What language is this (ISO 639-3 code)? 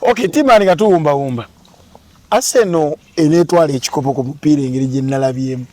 lug